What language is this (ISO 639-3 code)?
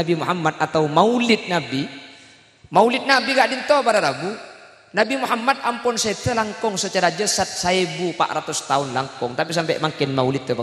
mad